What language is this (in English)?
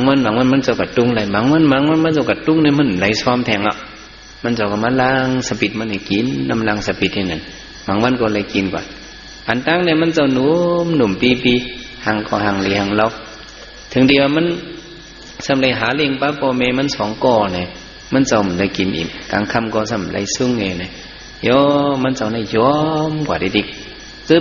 Shan